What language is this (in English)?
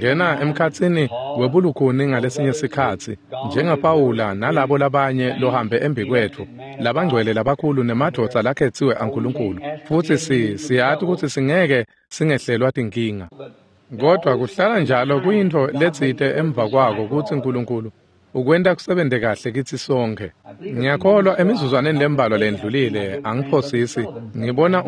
Swati